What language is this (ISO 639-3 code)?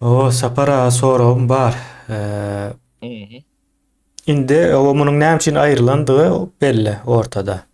tuk